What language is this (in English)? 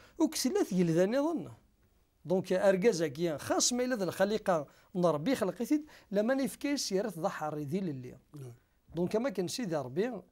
Kabyle